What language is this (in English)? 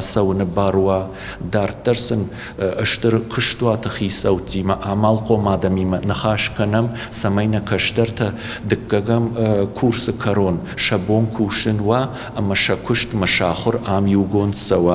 Ossetic